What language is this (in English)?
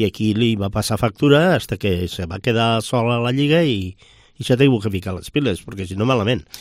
Catalan